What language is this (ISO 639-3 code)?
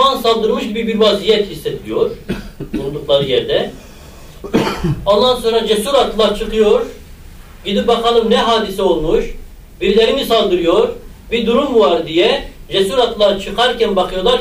tur